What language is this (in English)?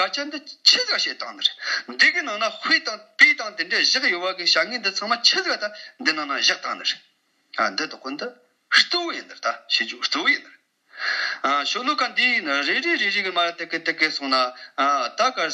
Tibetan